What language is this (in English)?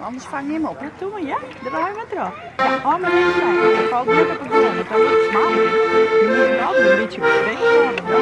Western Frisian